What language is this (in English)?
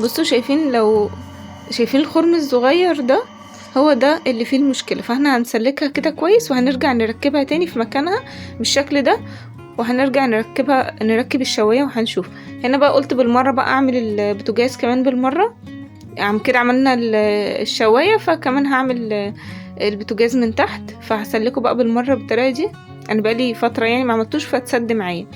Egyptian Arabic